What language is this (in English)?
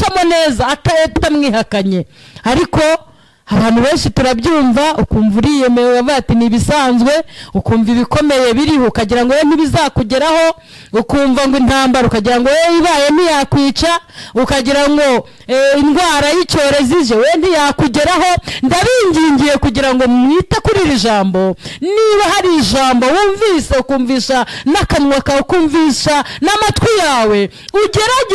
Kinyarwanda